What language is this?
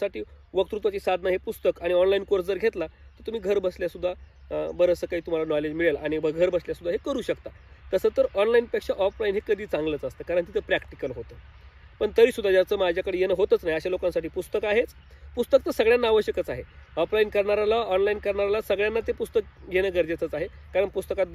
Marathi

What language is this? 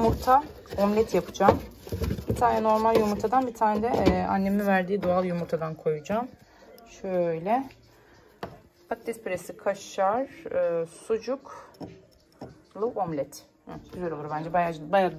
Turkish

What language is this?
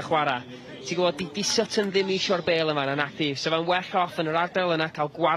Welsh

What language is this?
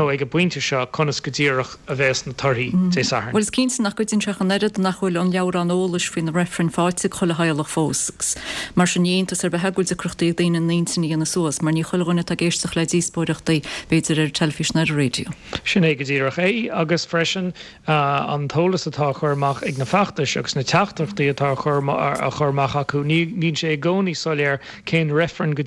Irish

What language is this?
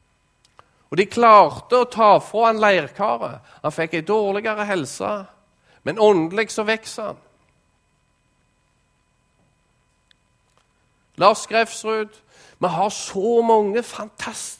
Norwegian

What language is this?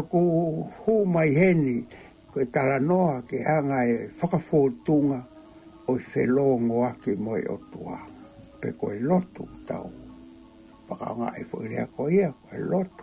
Tongan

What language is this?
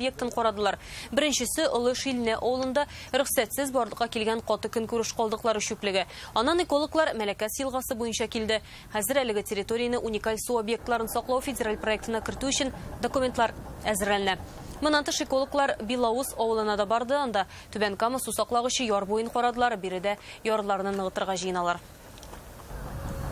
Tatar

